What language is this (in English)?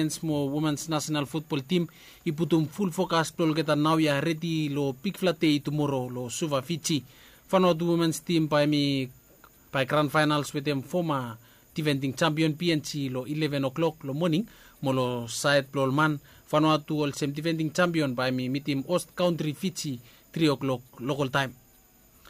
Bislama